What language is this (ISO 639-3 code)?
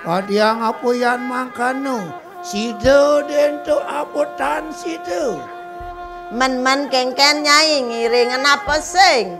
ban